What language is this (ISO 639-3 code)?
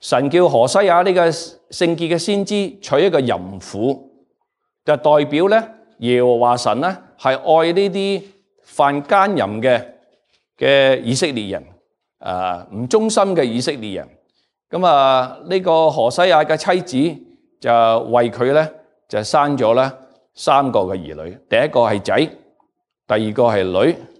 yue